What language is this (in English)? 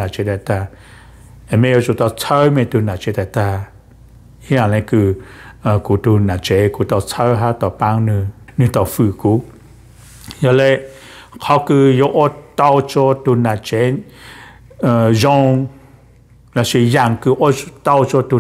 Vietnamese